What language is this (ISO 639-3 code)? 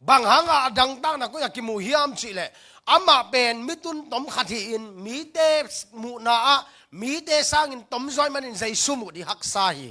ctd